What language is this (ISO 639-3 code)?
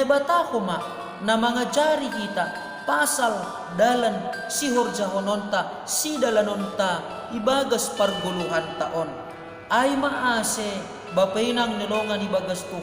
bts